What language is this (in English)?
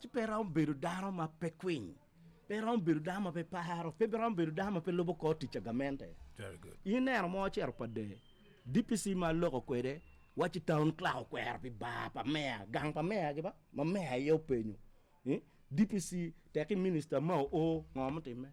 Acoli